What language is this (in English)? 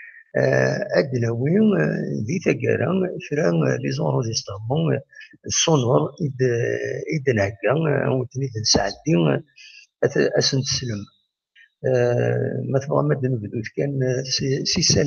Kabyle